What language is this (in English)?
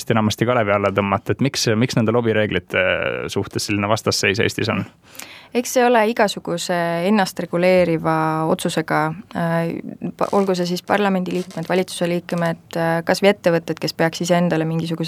Estonian